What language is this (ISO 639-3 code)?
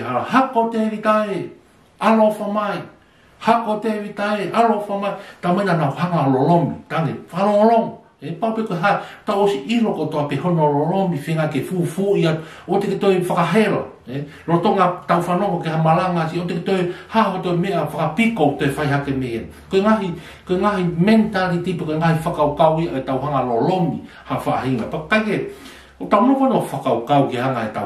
ton